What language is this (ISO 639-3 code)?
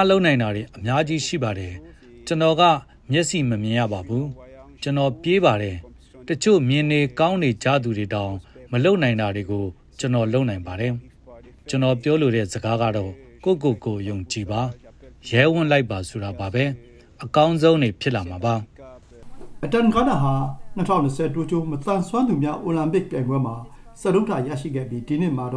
mya